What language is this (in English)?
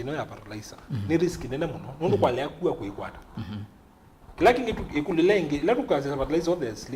Kamba